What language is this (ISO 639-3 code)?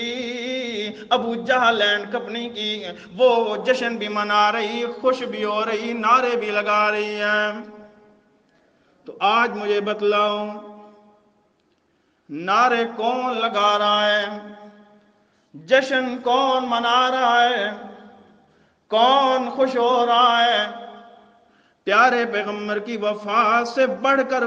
urd